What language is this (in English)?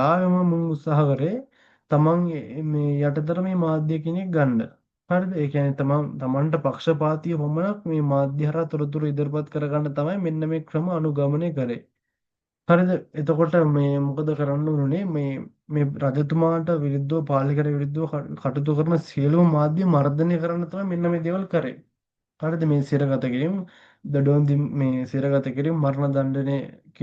Sinhala